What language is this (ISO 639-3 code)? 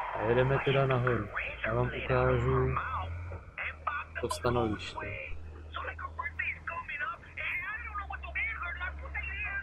ces